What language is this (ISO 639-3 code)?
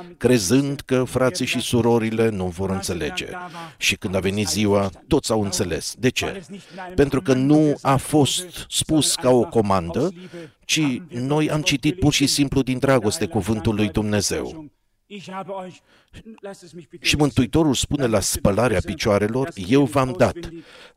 ron